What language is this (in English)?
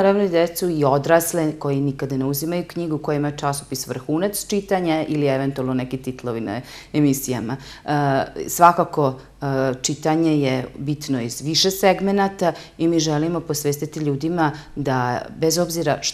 Serbian